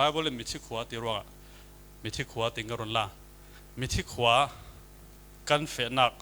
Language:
Falam Chin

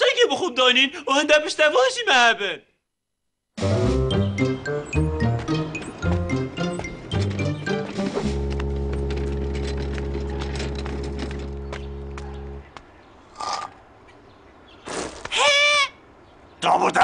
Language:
Kurdish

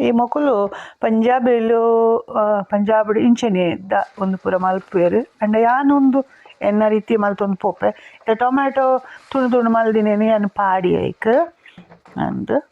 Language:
Tulu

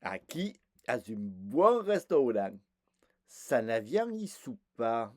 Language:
Occitan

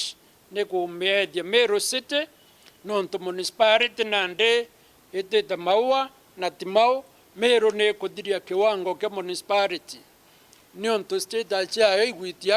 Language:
Meru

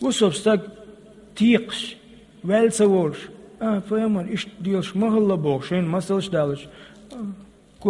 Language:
Chechen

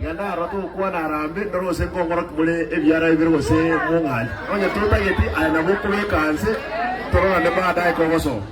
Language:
Gusii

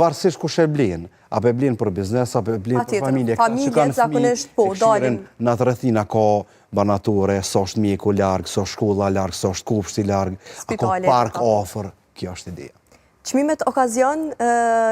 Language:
Albanian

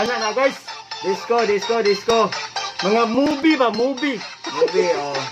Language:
Cebuano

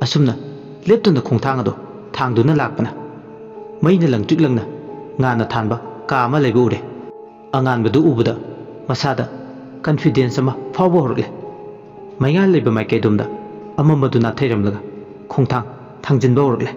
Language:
Manipuri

